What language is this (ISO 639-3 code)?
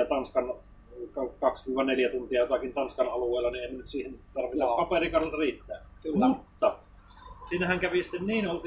fin